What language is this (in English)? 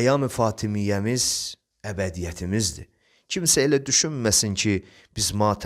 Azerbaijani